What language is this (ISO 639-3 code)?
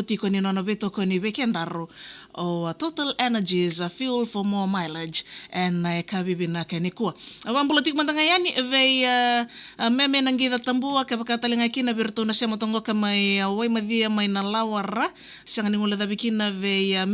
fij